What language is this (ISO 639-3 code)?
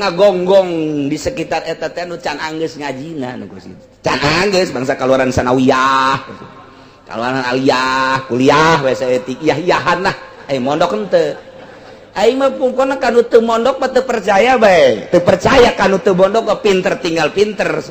sun